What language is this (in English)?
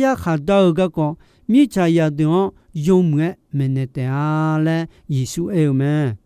Akha